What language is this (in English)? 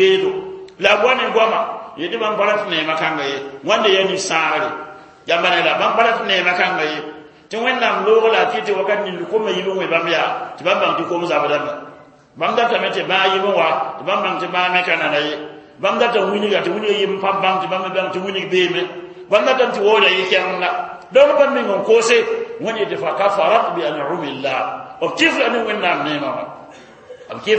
Mossi